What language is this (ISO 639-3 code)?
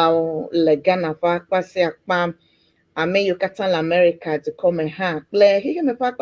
ewe